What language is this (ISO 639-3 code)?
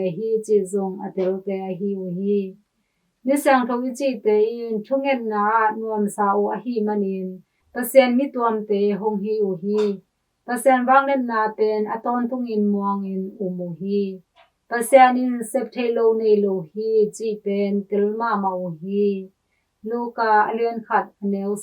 ctd